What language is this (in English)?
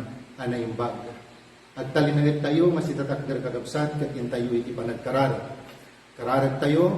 Iloko